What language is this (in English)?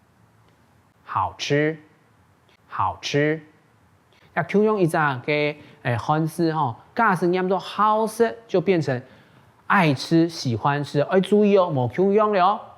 Hakka Chinese